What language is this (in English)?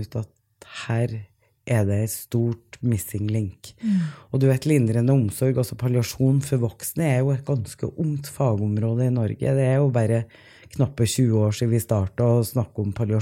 Norwegian